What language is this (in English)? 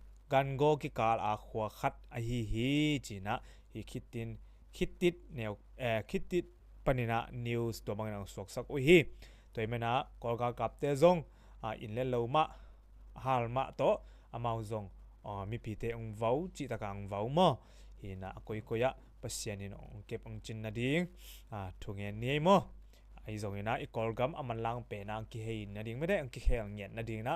Tedim Chin